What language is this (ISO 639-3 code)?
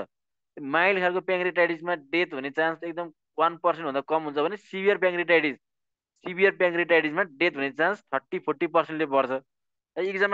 nep